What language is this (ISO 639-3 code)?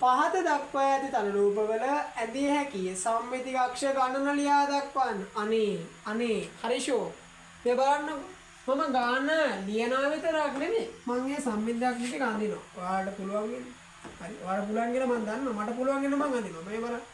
sin